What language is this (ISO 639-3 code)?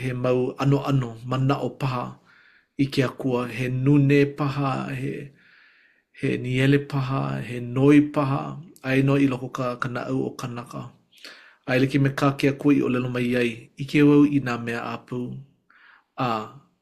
haw